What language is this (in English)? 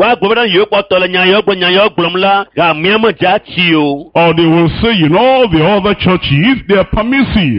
Ewe